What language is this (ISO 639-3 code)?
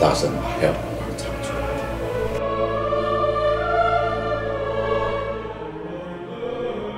zho